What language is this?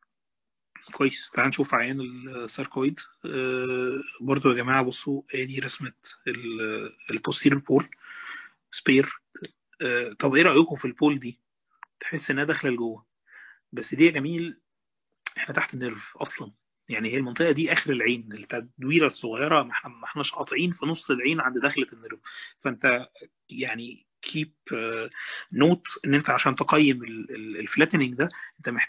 Egyptian Arabic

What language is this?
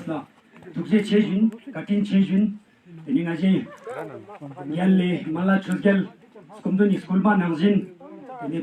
Ladakhi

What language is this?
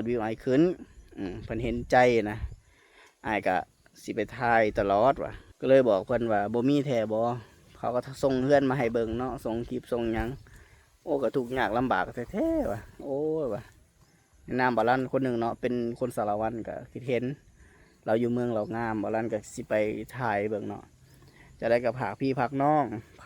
Lao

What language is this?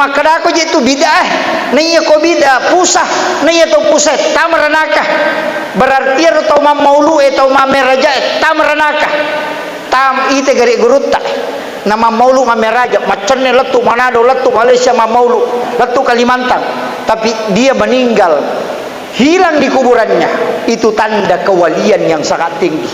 Buginese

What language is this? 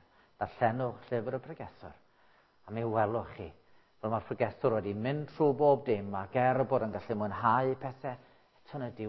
Welsh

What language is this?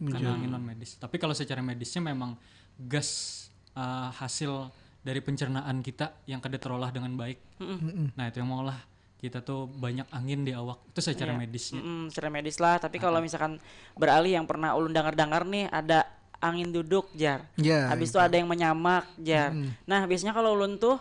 Banjar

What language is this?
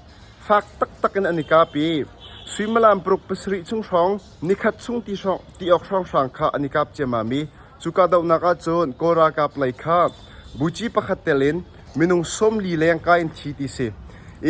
Hakha Chin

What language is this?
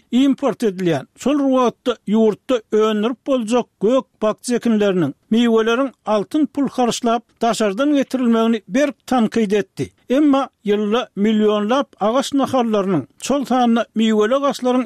Turkmen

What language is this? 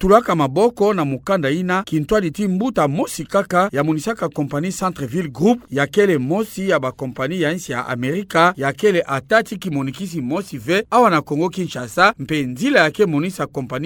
Kituba (Democratic Republic of Congo)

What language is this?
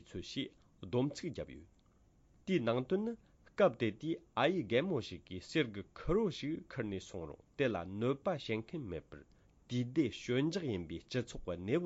Tibetan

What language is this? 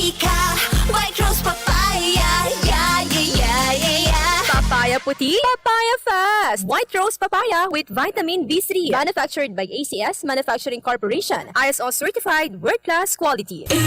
Bikol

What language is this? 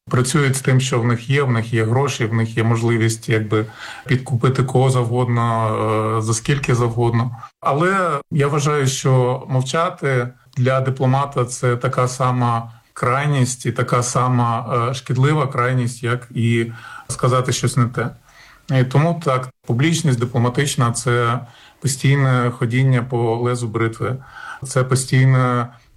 Ukrainian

